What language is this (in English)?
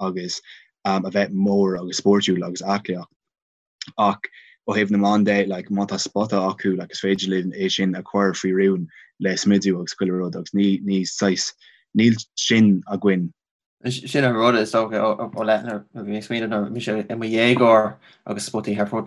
Irish